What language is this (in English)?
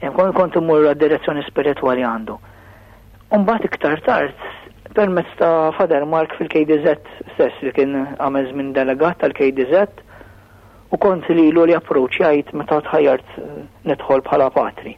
Maltese